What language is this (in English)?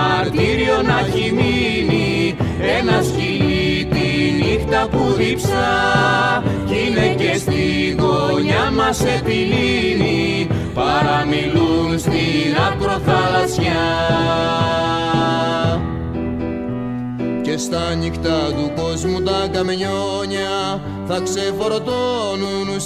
Greek